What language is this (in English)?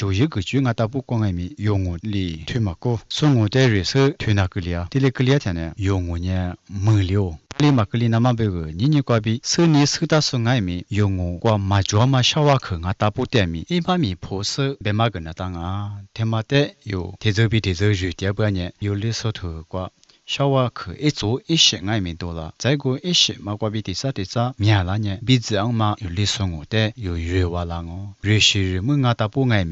Lisu